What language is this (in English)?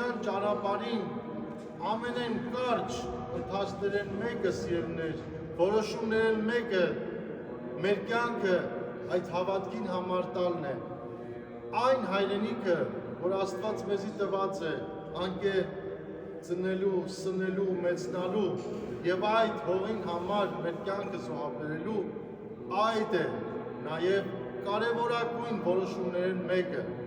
Western Armenian